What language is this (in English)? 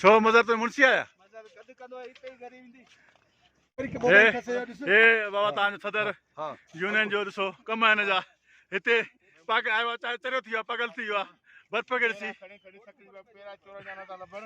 Sindhi